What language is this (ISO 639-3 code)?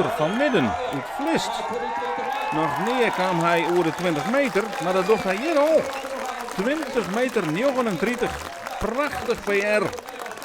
fry